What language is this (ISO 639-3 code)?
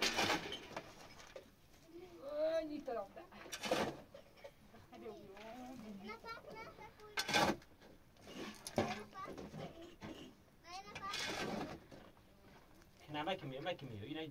fas